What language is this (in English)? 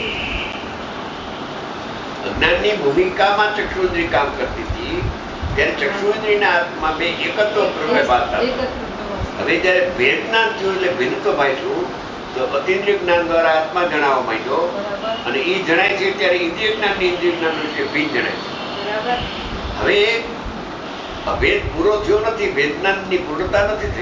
Gujarati